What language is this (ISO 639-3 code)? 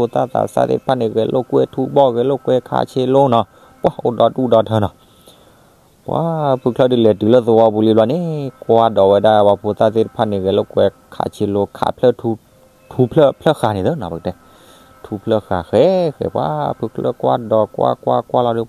ksw